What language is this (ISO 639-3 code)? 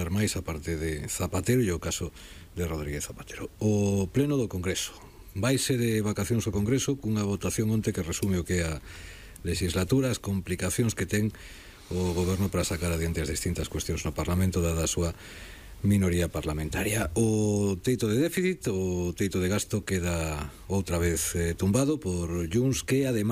glg